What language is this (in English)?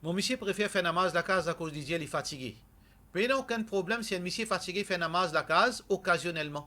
Morisyen